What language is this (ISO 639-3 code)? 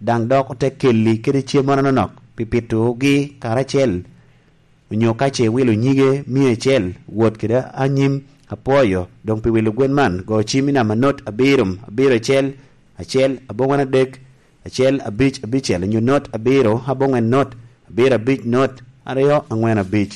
laj